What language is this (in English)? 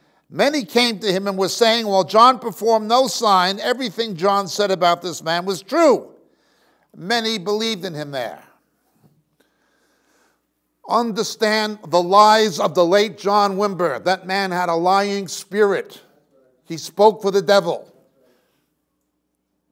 English